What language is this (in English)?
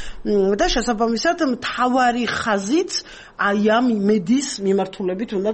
Georgian